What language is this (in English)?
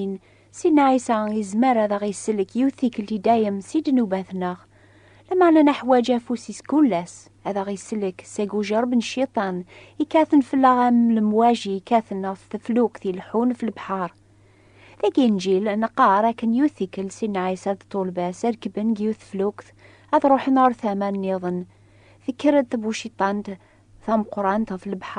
Kabyle